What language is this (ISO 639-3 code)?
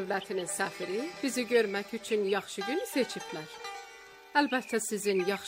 aze